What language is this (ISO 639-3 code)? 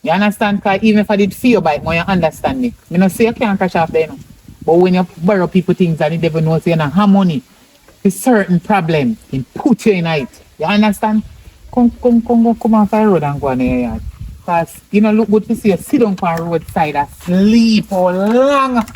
jam